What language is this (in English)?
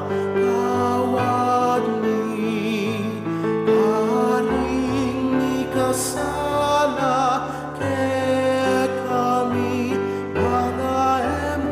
Pampanga